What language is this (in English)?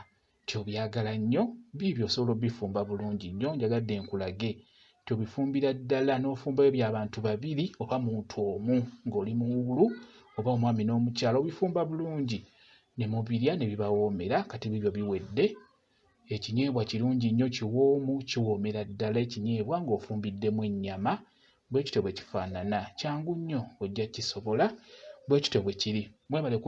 Ganda